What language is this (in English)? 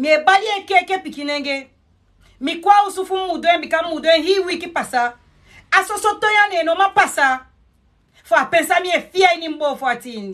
Sranan Tongo